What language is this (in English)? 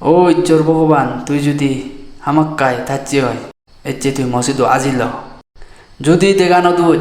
Chakma